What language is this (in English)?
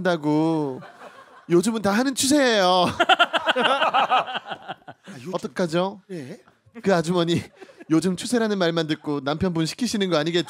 Korean